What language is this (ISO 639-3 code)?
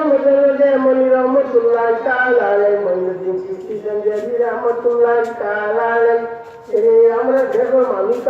syl